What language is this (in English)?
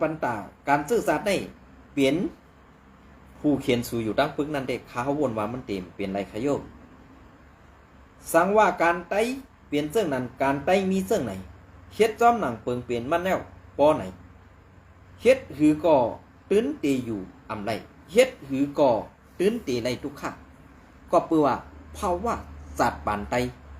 Shan